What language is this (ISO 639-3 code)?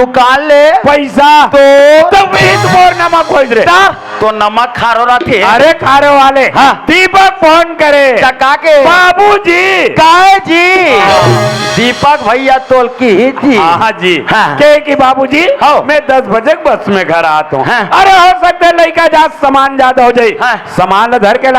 hne